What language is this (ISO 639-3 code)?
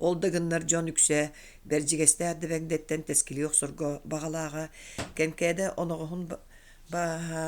sah